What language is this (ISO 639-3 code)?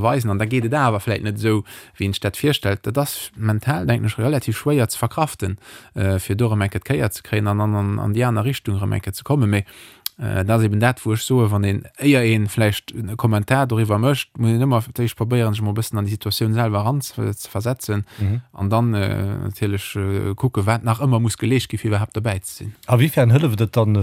ltz